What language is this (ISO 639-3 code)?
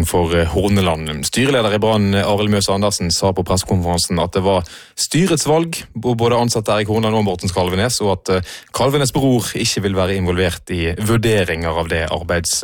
nor